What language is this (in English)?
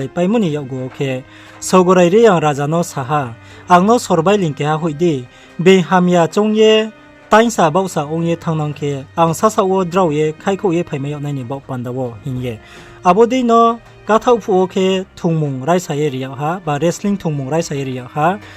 Riang (India)